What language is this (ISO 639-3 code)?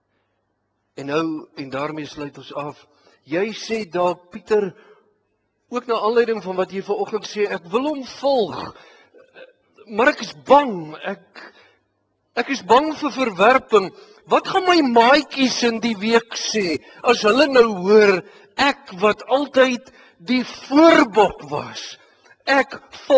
afr